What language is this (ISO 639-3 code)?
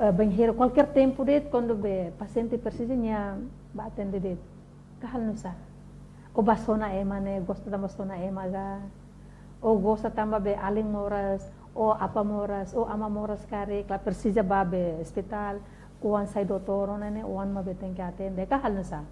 tet